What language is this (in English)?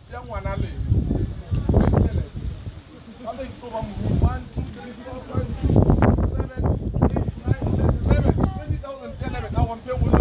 Northern Sotho